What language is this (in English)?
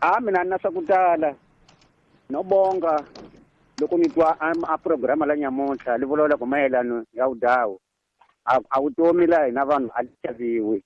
Tsonga